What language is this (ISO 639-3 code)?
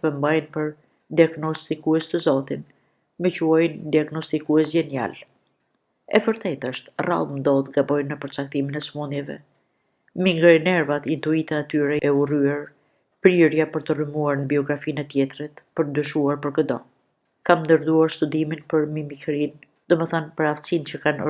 sqi